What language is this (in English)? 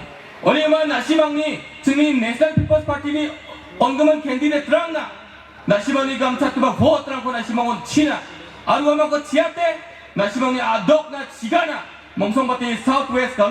Garo